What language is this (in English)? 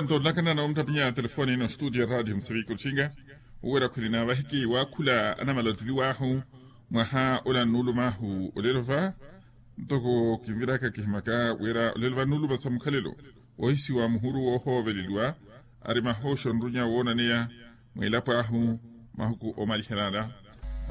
Makhuwa